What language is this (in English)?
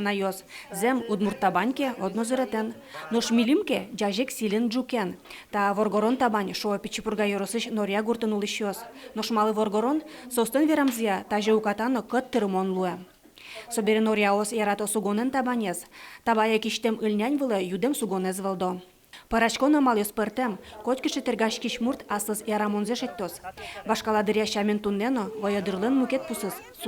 Udmurt